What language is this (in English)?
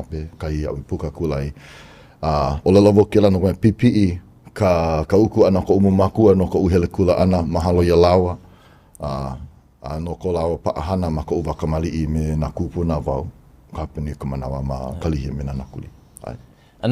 Hawaiian